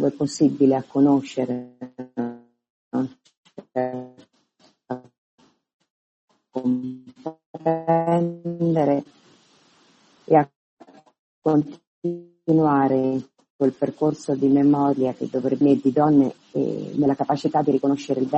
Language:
Italian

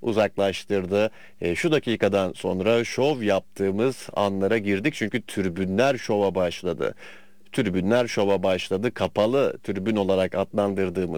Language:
Turkish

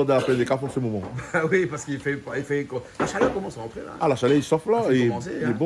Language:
Réunion Creole French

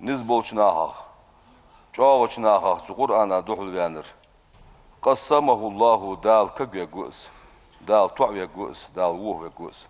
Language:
Ingush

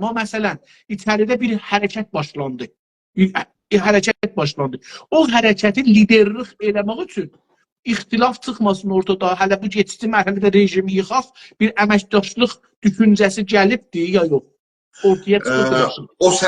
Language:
South Azerbaijani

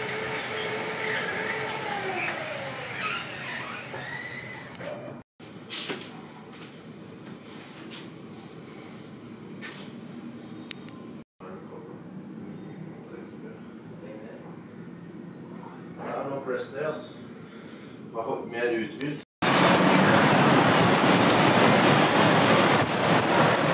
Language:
Norwegian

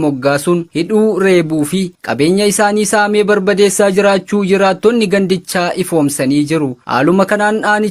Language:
Oromo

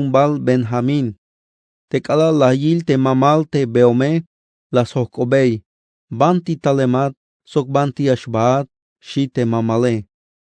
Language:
Tzeltal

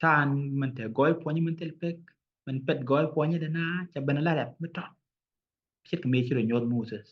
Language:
Nuer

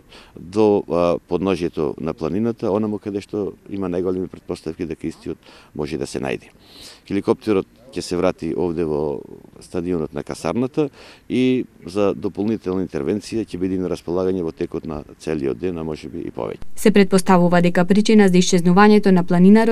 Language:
Macedonian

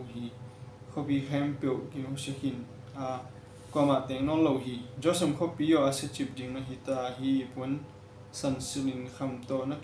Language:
Tedim Chin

